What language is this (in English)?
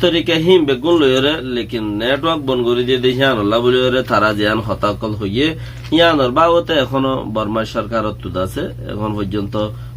Rohingya